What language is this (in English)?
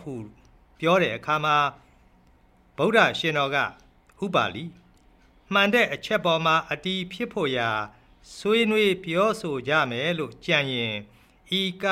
Burmese